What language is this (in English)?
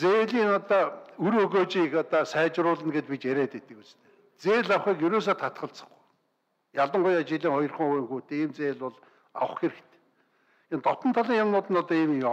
Mongolian